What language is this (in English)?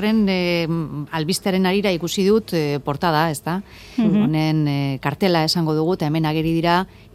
Basque